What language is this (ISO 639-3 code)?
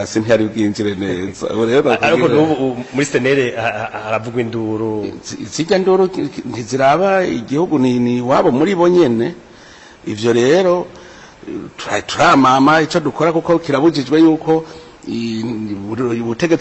run